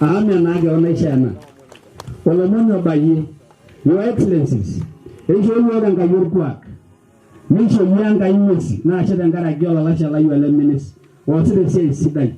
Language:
Masai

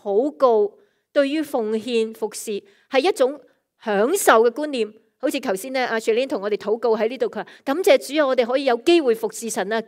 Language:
Cantonese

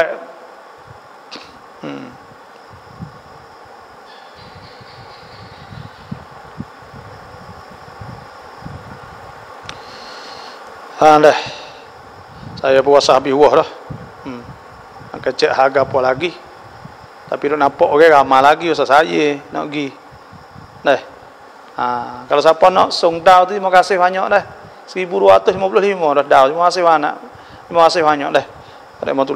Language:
Pattani Malay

